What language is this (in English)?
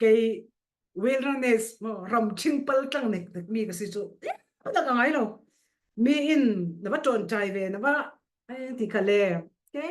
Falam Chin